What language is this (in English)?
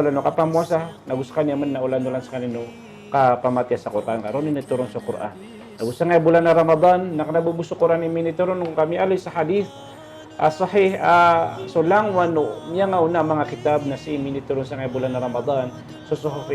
Maranao